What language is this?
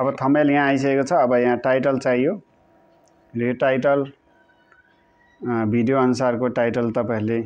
Nepali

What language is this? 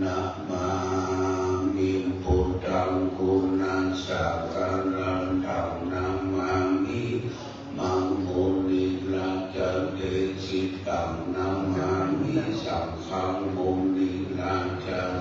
Pali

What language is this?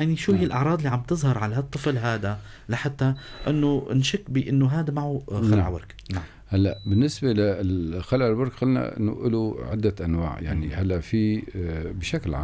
North Levantine Arabic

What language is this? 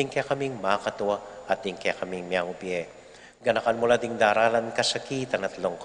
Pampanga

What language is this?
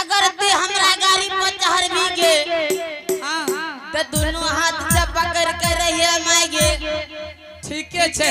Angika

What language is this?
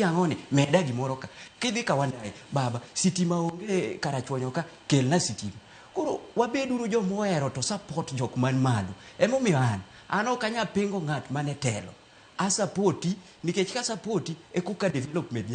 Luo (Kenya and Tanzania)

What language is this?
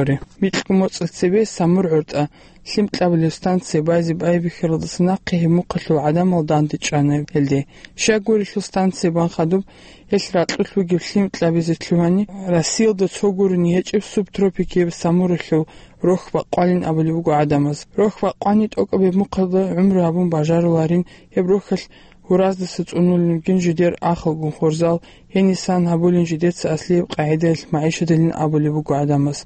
Avaric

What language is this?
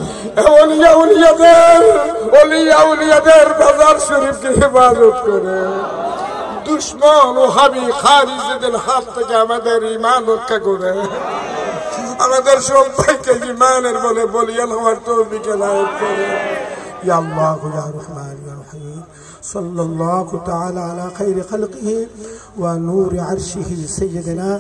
Bangla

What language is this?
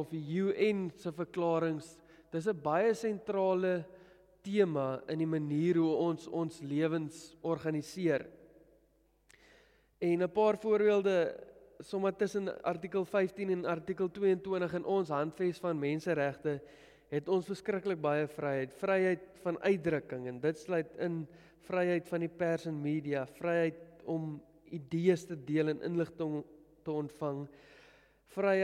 Afrikaans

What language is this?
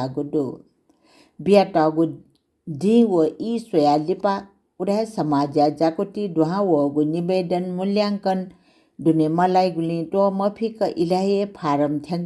Newari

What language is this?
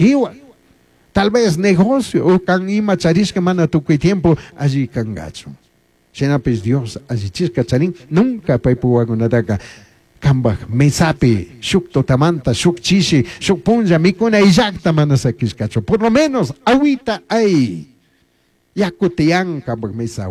Chimborazo Highland Quichua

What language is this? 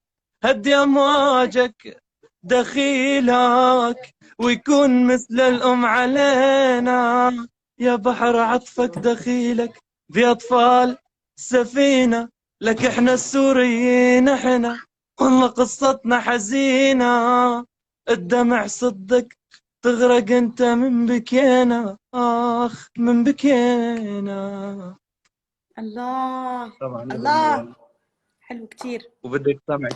North Levantine Arabic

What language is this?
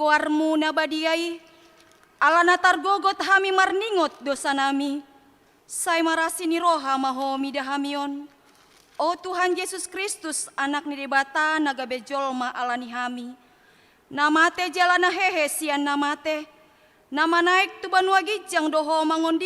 Batak Toba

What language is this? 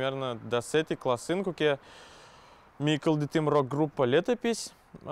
Udmurt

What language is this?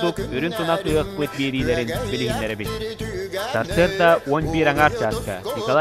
Yakut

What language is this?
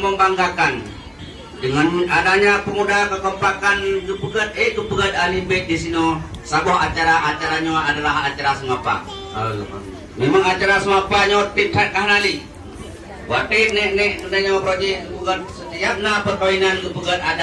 Achinese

